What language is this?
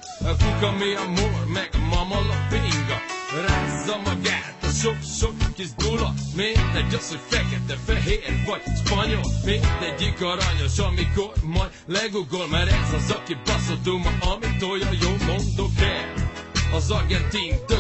Hungarian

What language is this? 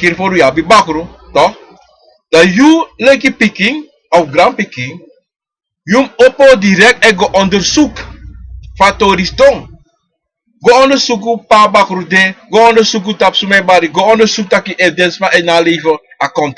Sranan Tongo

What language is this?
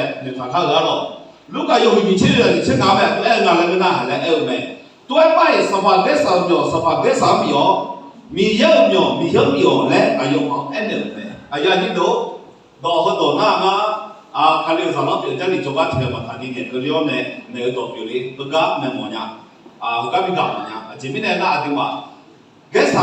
Akha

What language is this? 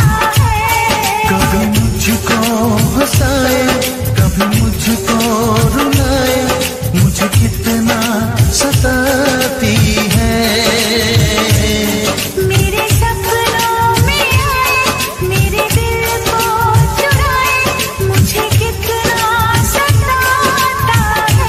Hindi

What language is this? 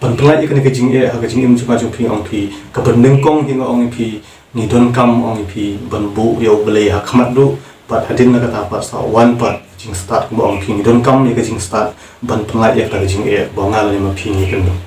Khasi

